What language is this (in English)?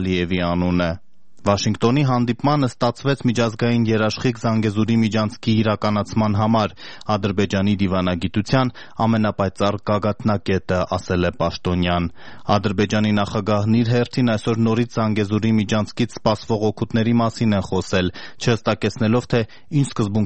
Armenian